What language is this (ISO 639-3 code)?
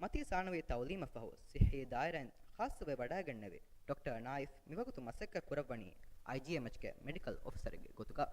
div